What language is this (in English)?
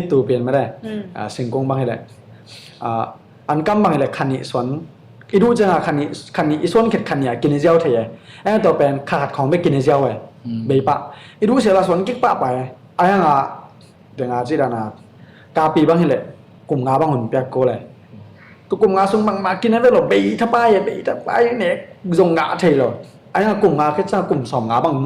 Tedim Chin